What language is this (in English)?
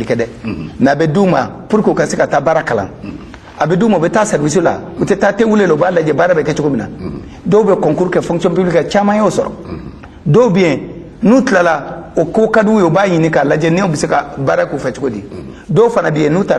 Bambara